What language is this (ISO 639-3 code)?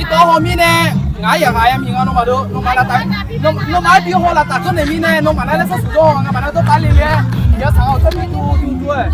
ahk